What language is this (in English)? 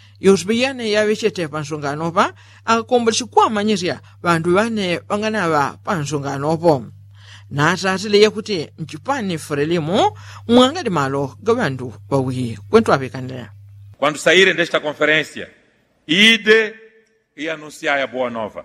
Yao